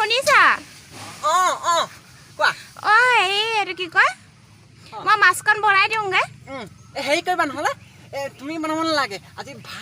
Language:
Assamese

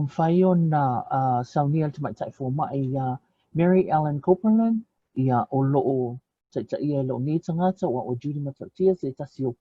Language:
Samoan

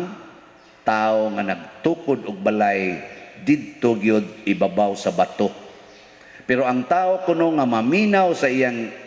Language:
Cebuano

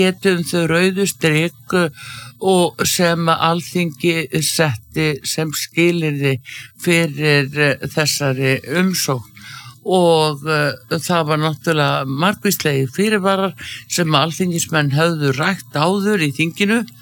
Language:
Icelandic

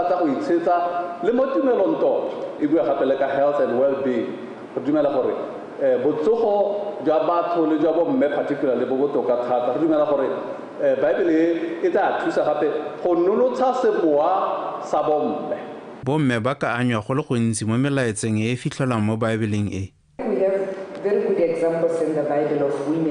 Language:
Tswana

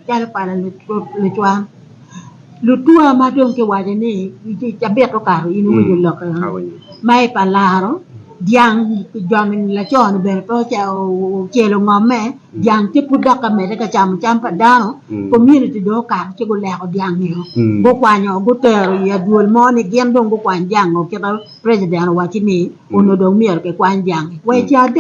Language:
Acoli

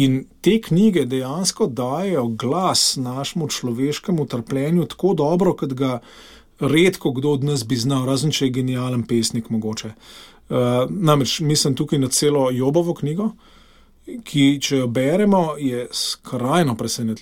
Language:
Slovenian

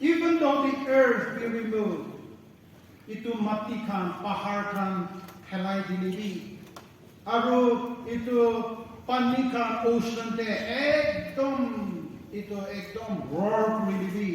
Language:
Naga Pidgin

